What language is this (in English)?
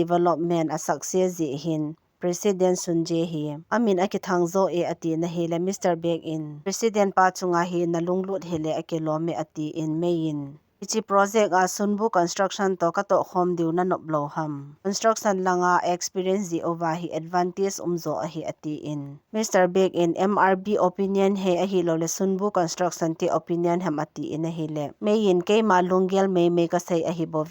Thado Chin